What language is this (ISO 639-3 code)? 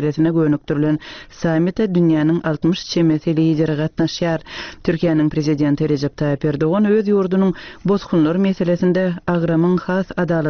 tuk